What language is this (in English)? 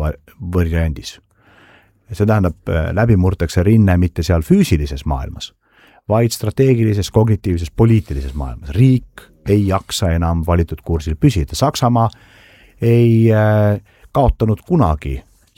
Estonian